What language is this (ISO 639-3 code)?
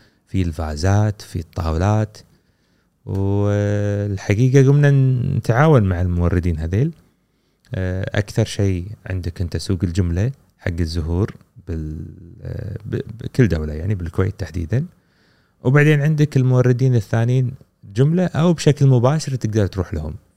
afb